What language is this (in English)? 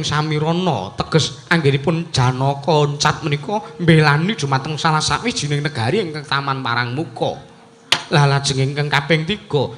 Javanese